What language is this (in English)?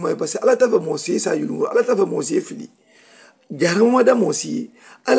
Mandingo